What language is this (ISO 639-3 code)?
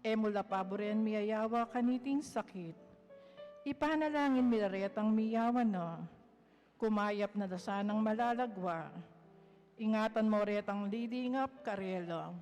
pam